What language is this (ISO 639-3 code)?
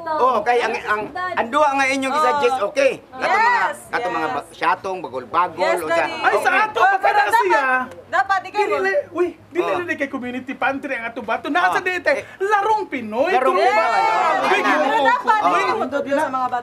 ceb